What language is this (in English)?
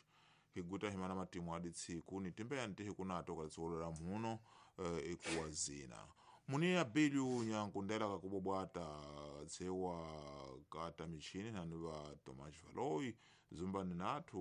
Tsonga